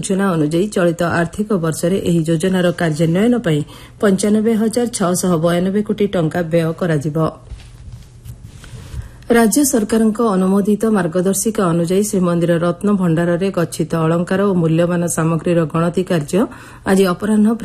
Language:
Odia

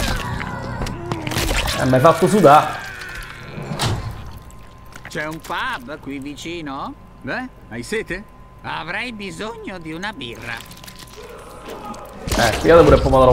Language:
Italian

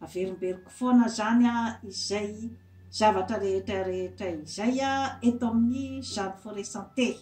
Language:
Malagasy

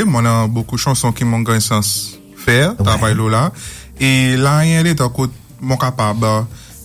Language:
Morisyen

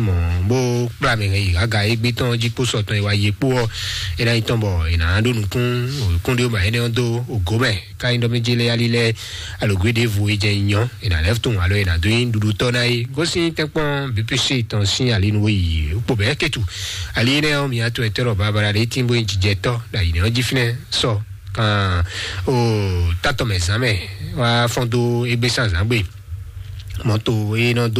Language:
Fon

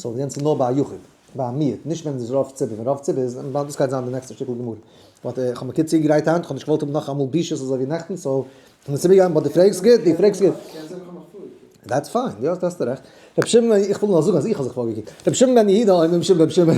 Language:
Yiddish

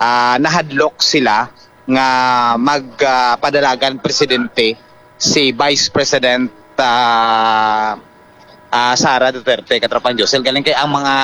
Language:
Hiligaynon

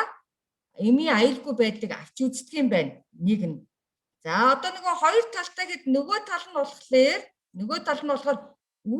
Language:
Mongolian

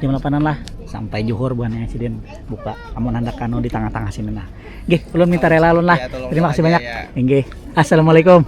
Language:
Banjar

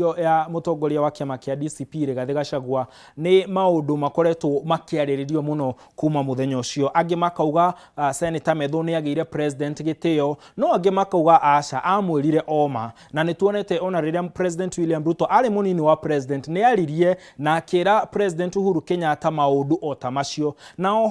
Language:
Kikuyu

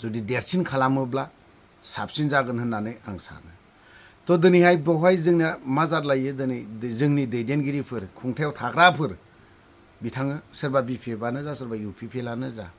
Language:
Bodo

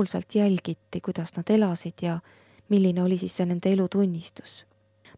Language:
Estonian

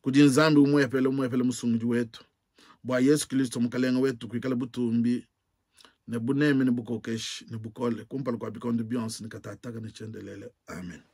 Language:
Luba-Lulua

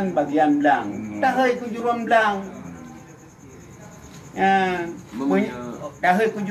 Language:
Achinese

